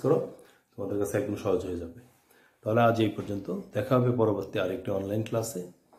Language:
Bangla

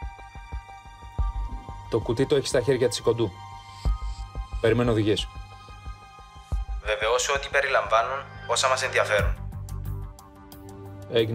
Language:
Greek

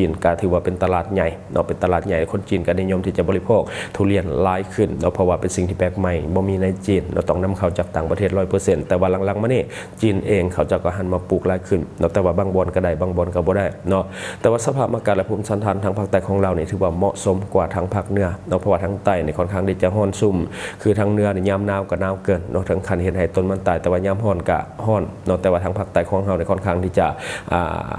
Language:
Lao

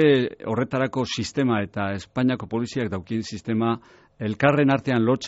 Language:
Basque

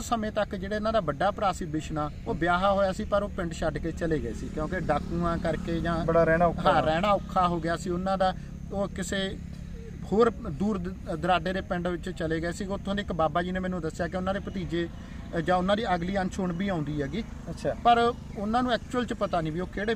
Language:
Punjabi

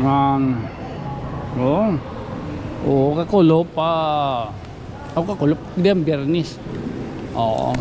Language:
Waray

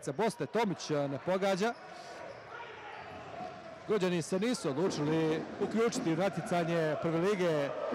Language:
Croatian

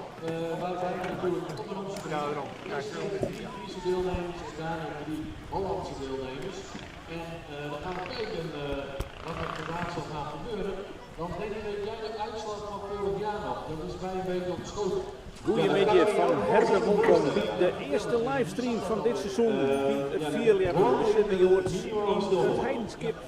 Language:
Western Frisian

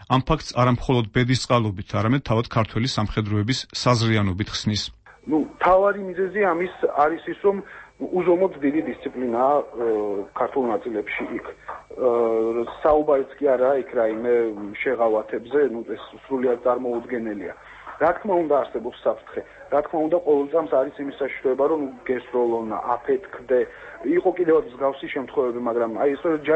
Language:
Georgian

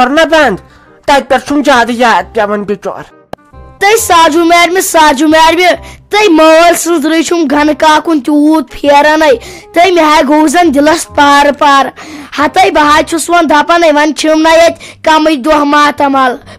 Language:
Kashmiri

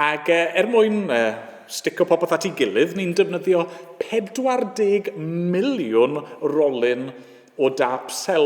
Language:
Welsh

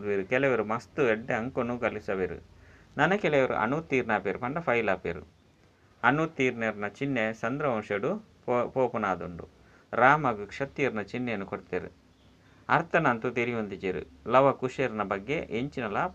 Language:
Tulu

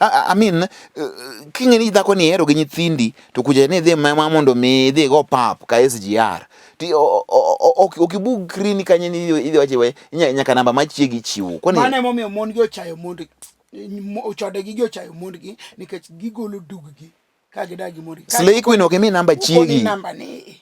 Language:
Luo (Kenya and Tanzania)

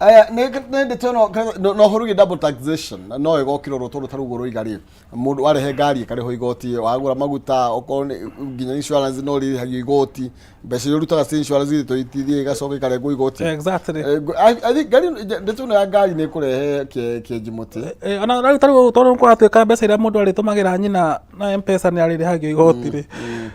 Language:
Kikuyu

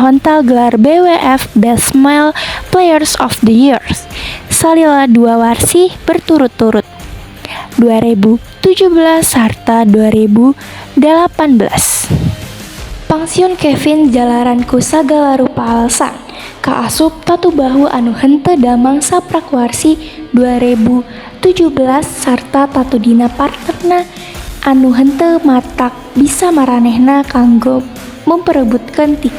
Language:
Sundanese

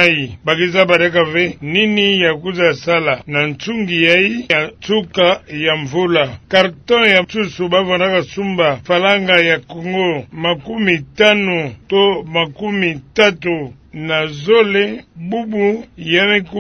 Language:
Kituba (Democratic Republic of Congo)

